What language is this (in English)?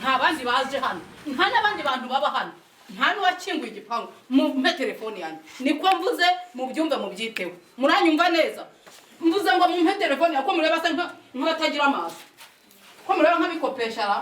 Kinyarwanda